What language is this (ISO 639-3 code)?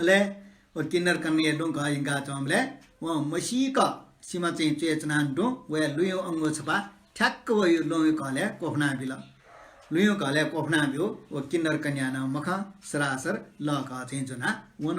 new